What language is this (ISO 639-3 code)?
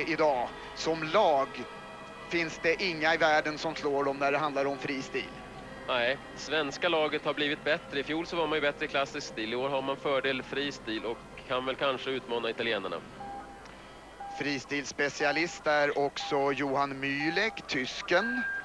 swe